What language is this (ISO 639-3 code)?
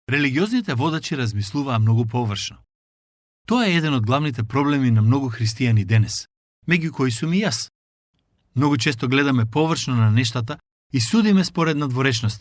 mkd